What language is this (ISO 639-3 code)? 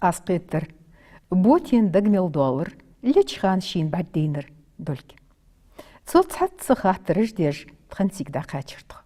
inh